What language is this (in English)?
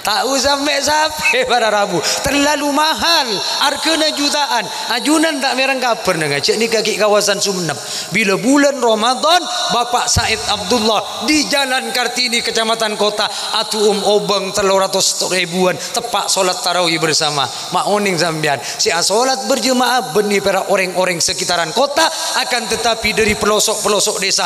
Madurese